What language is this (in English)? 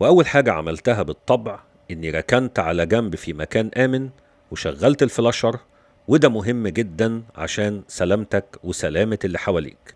Egyptian Arabic